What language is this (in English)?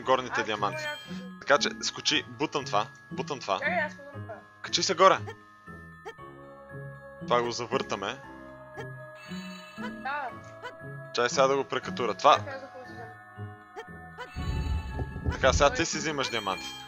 Bulgarian